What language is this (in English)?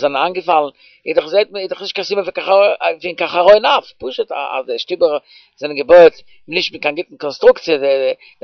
Yiddish